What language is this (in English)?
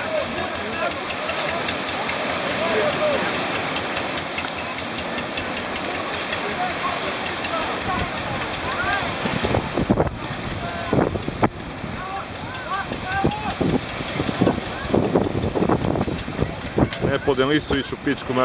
Croatian